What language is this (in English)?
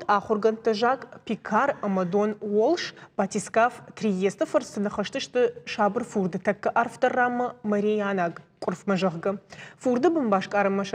Ossetic